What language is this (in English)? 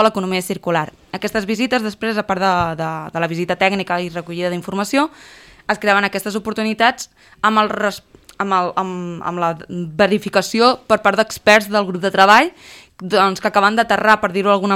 Catalan